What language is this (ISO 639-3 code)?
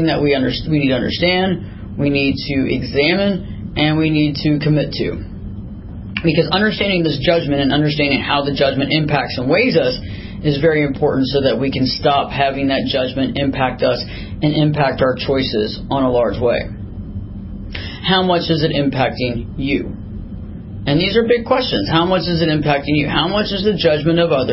eng